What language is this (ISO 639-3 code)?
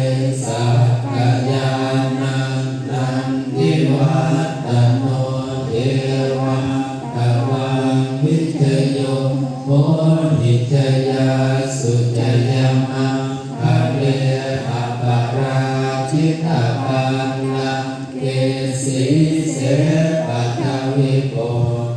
pli